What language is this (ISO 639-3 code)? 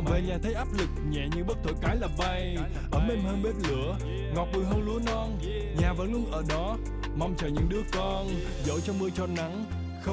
vie